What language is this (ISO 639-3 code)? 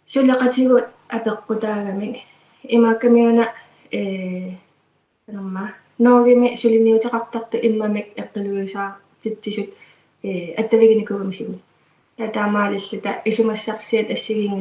kal